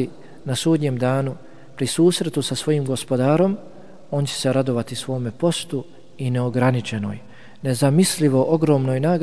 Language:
Bosnian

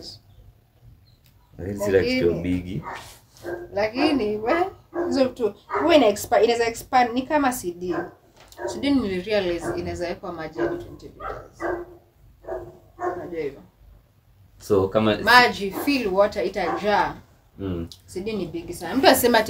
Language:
Swahili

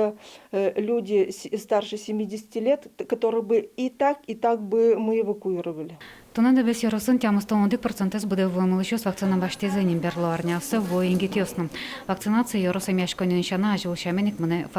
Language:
Udmurt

